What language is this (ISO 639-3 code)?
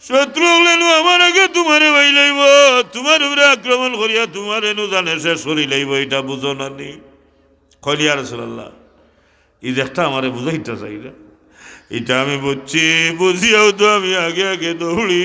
syl